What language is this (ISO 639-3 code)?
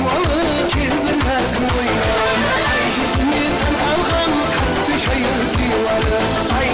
kaa